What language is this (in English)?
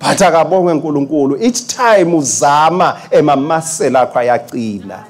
Swati